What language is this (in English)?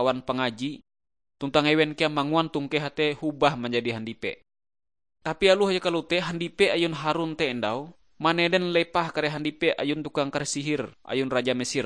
Ngaju